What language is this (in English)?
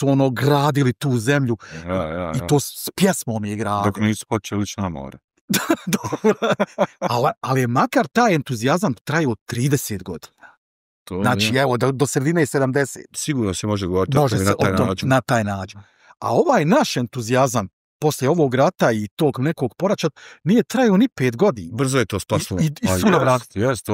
Bosnian